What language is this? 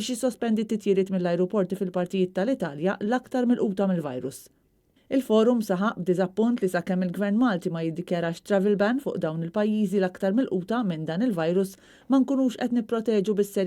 Maltese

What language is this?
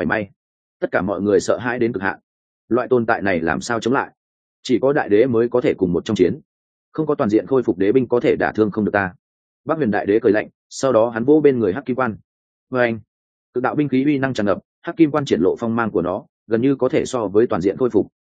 Vietnamese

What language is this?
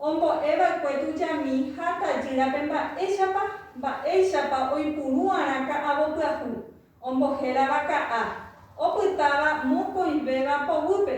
Guarani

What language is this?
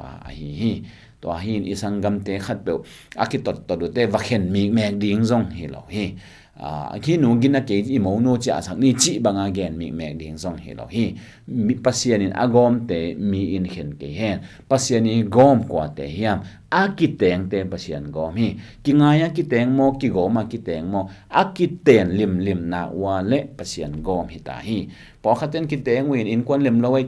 Tedim Chin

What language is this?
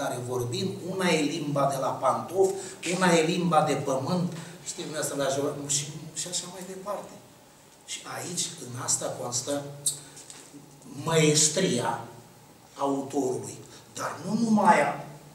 Romanian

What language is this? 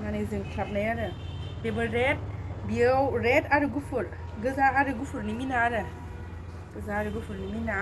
Bodo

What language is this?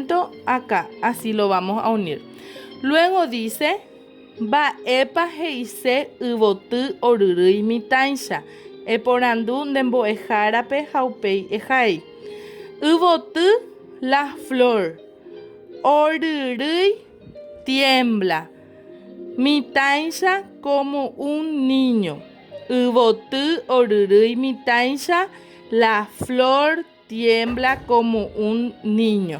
Guarani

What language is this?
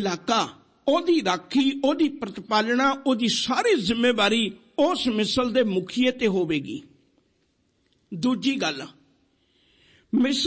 Punjabi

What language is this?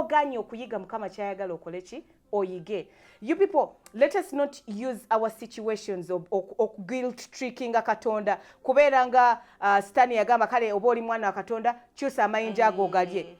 Ganda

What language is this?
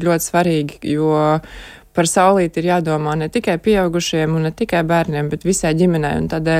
Latvian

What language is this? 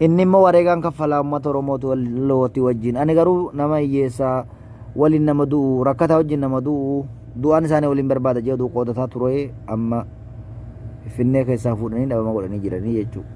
Oromo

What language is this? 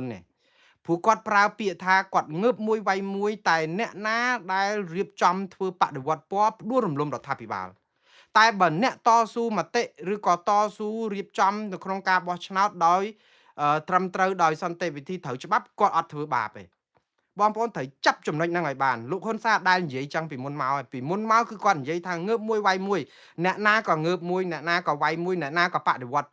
Khmer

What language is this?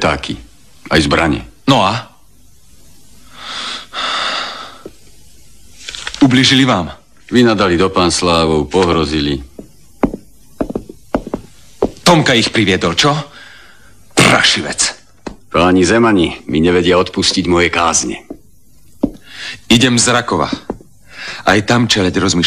Slovak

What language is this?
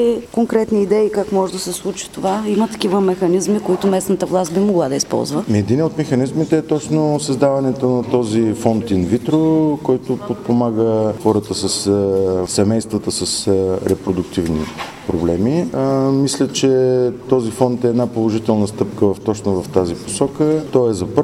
Bulgarian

